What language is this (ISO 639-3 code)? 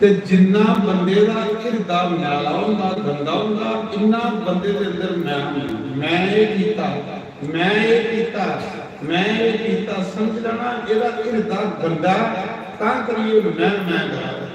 doi